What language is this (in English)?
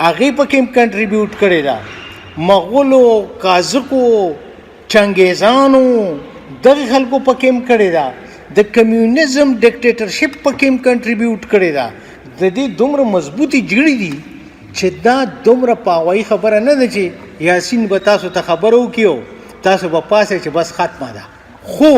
Pashto